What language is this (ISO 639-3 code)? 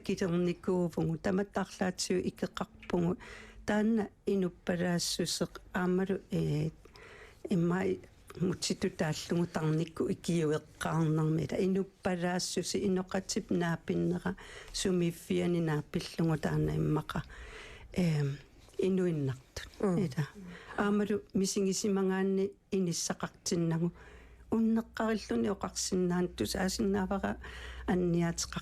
kal